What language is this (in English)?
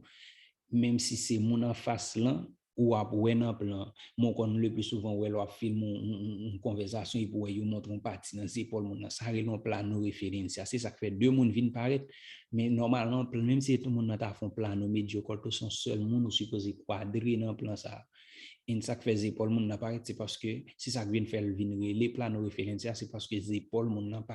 Haitian Creole